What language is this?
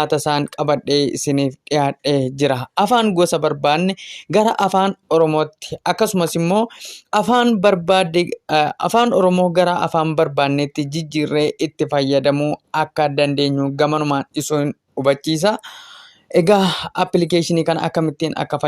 Oromo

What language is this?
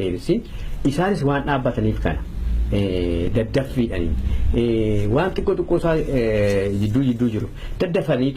Oromo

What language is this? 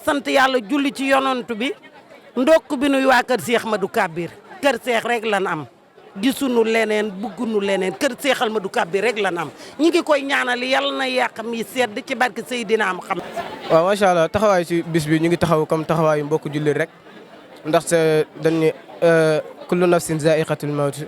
Wolof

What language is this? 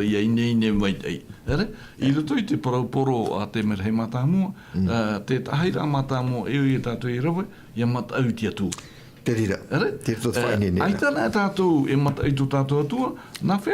Tahitian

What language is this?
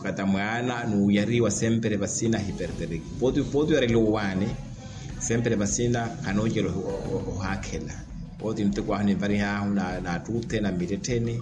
Makhuwa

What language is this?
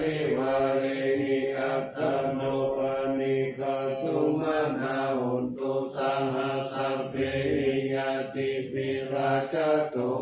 Pali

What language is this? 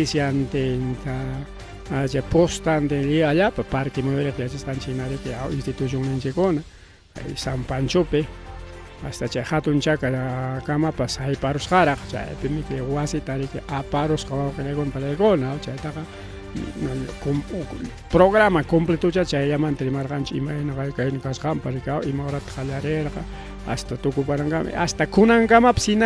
Ayacucho Quechua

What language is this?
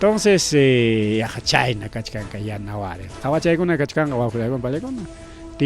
Ayacucho Quechua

